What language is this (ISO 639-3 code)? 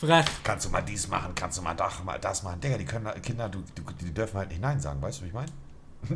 gsw